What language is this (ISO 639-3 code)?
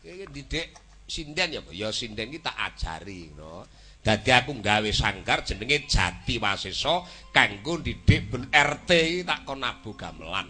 jav